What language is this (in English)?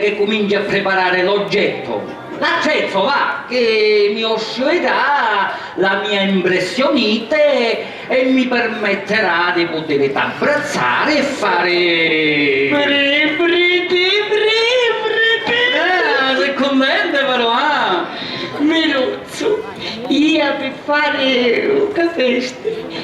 Sicilian